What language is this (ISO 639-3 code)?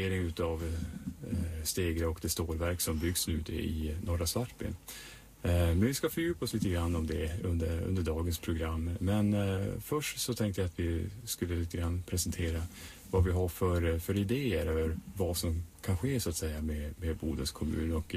swe